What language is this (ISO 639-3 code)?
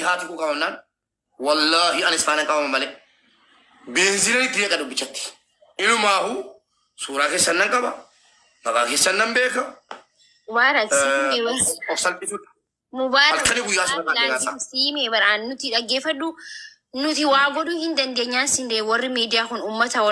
orm